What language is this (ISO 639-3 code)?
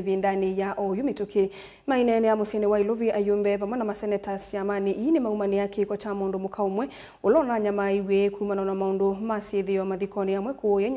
kam